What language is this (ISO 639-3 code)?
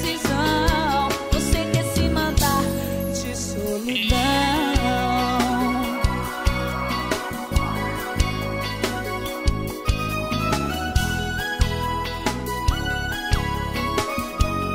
por